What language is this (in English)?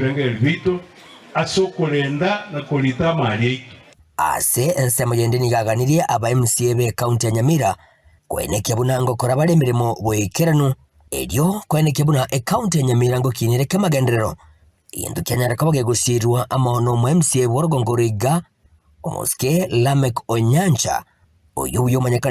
Gusii